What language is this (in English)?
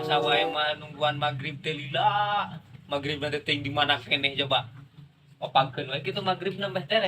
Sundanese